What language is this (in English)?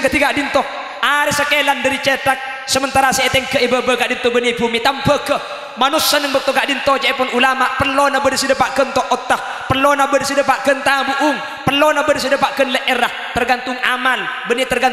Madurese